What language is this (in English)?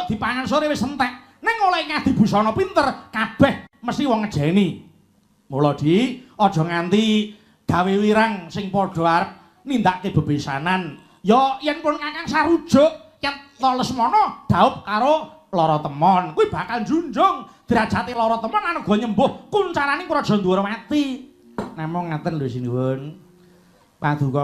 Javanese